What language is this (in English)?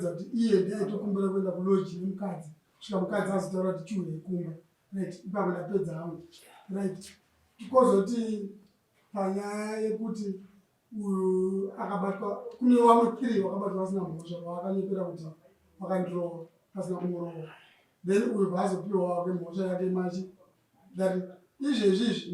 Shona